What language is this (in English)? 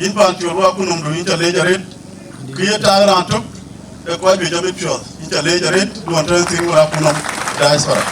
Dinka